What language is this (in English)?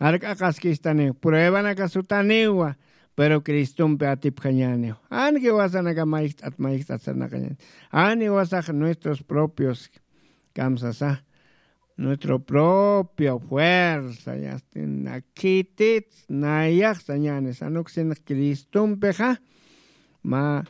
Aymara